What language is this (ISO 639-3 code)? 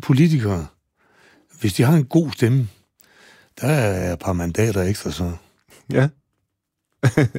dan